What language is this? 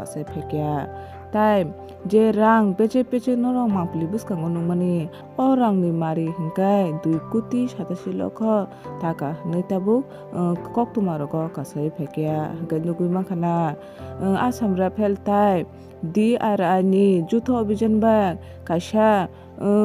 Kok Borok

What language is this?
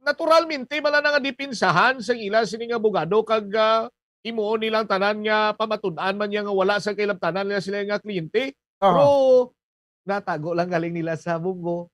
Hiligaynon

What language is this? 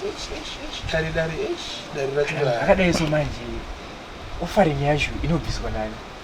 Shona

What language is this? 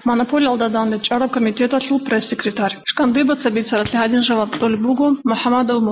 Avaric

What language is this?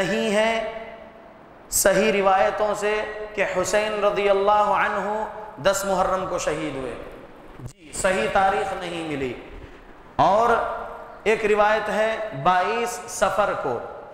Urdu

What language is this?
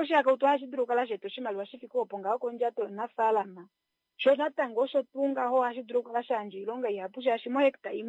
Kuanyama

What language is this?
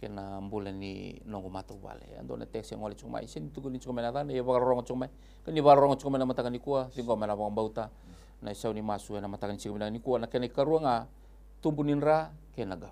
Fijian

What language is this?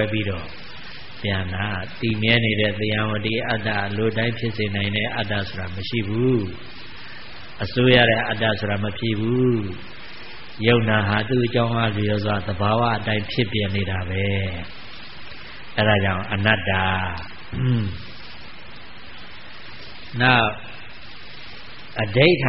Burmese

